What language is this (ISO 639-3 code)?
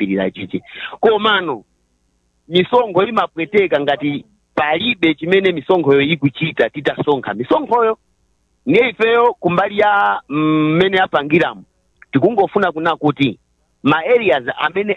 nya